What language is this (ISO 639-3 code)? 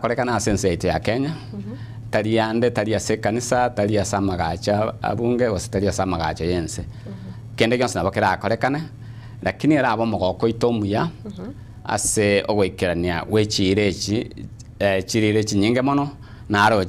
guz